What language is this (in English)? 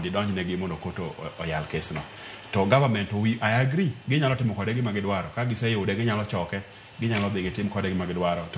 Luo (Kenya and Tanzania)